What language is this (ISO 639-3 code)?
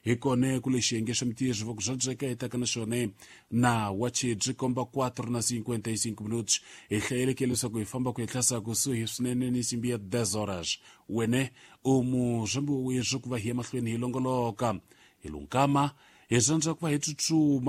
tso